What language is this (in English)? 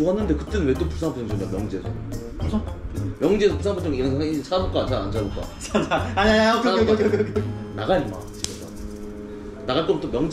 Korean